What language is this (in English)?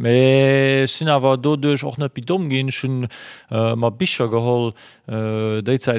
Luxembourgish